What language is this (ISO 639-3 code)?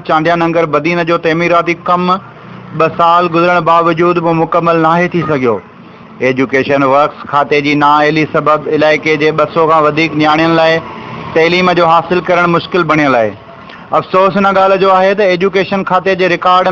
snd